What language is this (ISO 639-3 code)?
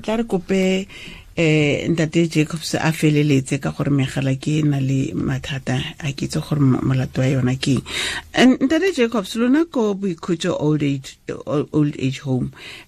tsn